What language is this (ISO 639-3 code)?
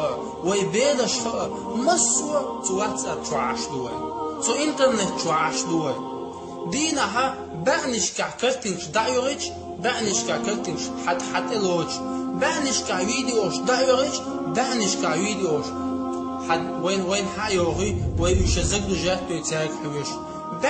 che